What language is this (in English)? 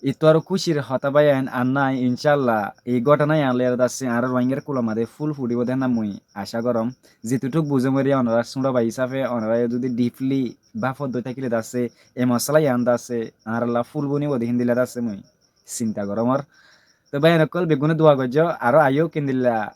Rohingya